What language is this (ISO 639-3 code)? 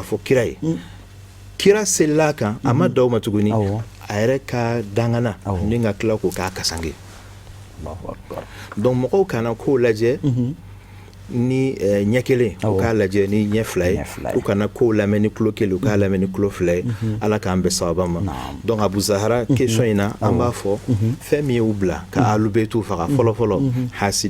bam